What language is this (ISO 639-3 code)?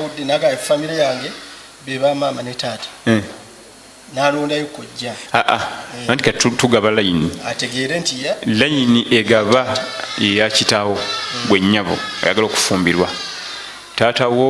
lug